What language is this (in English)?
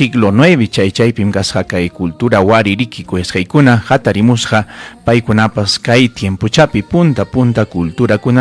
Ayacucho Quechua